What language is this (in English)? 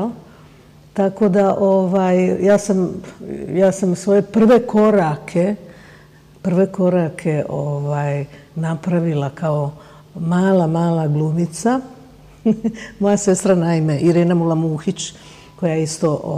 Bosnian